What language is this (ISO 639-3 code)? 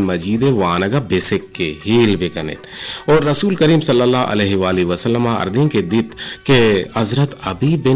bgp